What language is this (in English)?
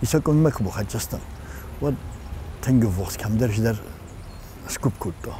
Ossetic